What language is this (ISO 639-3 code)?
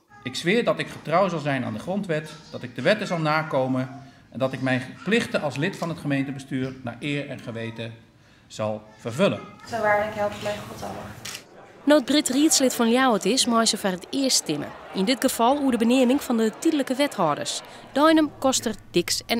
fry